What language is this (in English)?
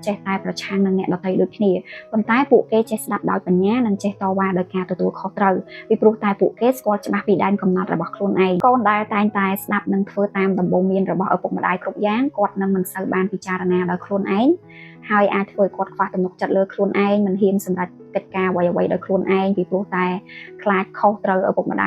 Khmer